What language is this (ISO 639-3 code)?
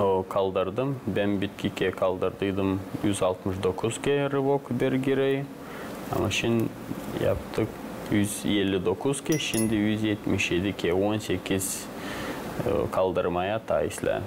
gag